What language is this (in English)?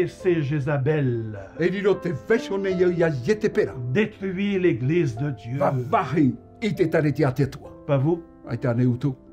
Tahitian